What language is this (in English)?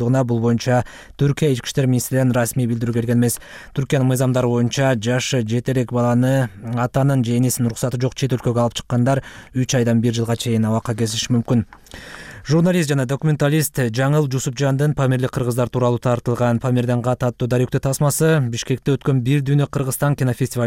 Kyrgyz